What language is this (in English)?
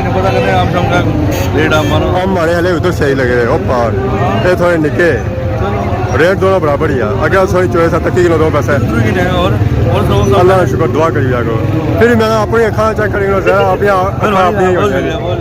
Pahari-Potwari